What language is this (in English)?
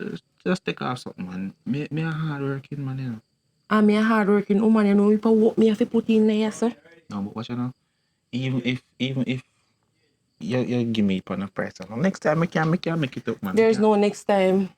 Jamaican Creole English